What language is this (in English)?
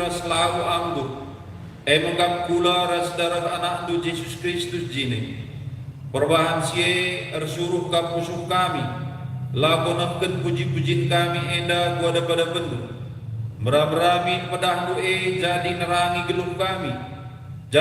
Batak Karo